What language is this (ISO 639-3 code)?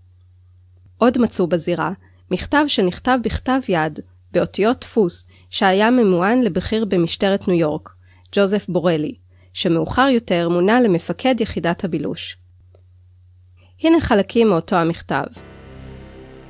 heb